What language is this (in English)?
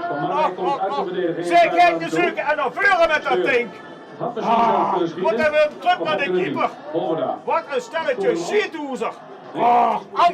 Limburgish